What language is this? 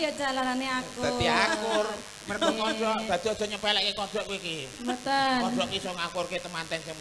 Javanese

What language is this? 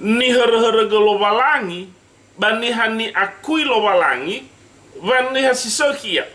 Nias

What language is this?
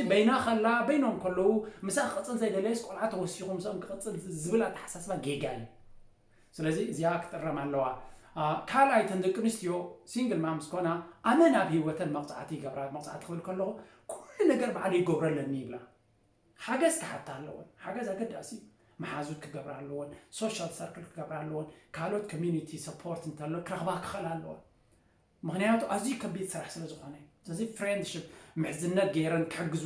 Tigrinya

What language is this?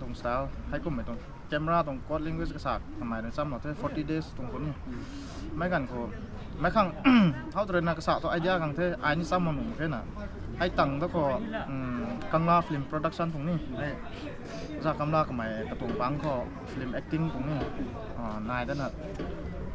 Rongmei Naga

